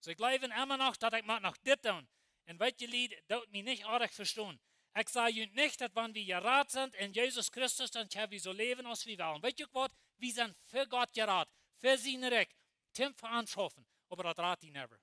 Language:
Plautdietsch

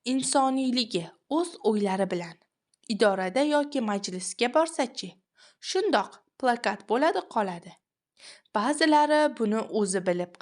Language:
Uzbek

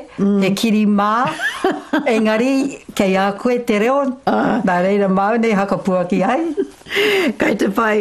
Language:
Māori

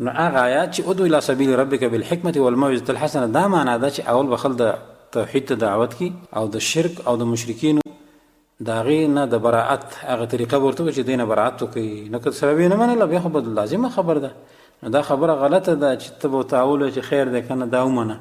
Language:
Pashto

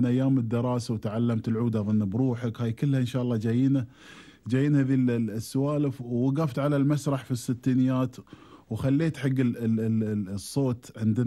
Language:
Gulf Arabic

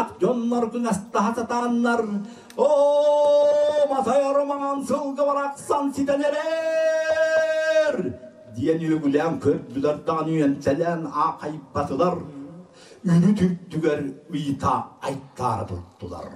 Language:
Yakut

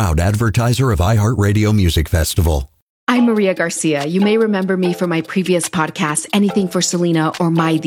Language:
English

